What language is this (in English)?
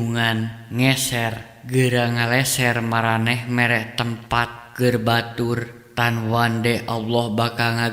Sundanese